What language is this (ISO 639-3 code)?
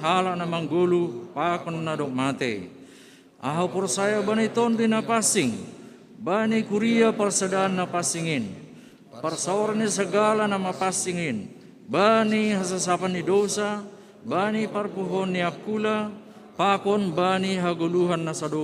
bts